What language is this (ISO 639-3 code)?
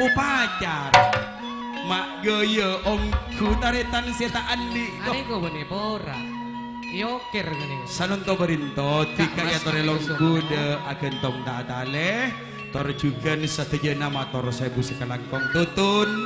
mad